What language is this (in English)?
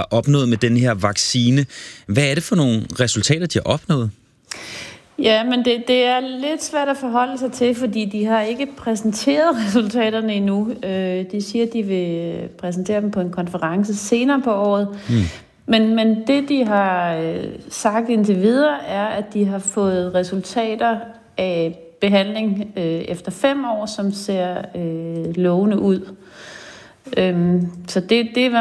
Danish